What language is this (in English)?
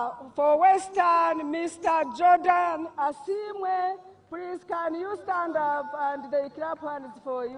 Nyankole